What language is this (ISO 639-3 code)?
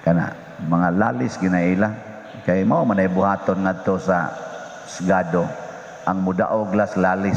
ceb